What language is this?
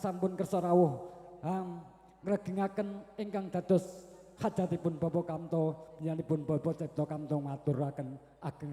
Javanese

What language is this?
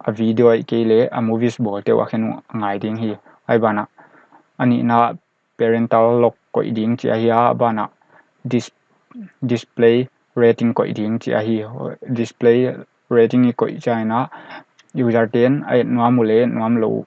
Paite Chin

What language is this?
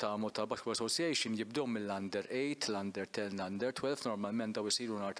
Maltese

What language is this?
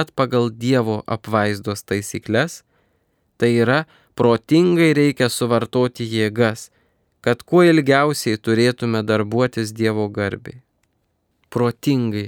Lithuanian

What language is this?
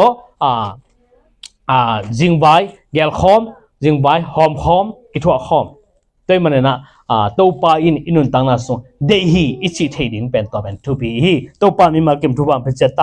Tedim Chin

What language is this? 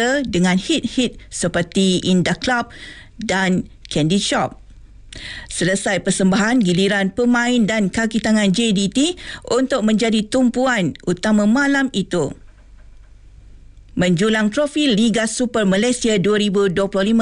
Malay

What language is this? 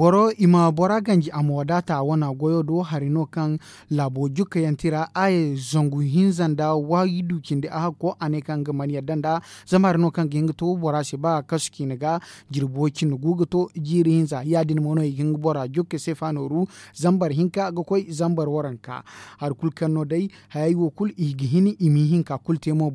Zarma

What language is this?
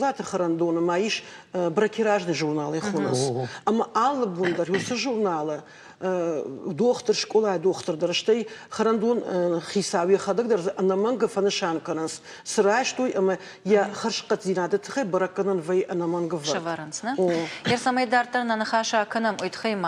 Ossetic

